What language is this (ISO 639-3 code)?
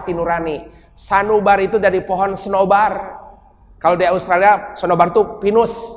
ind